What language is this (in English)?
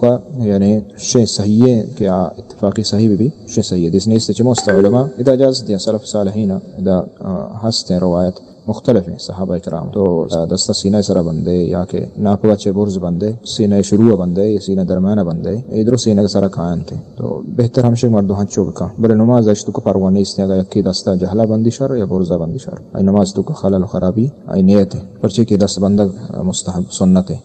Baluchi